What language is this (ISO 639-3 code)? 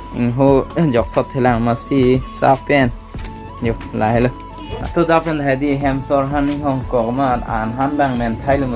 mjw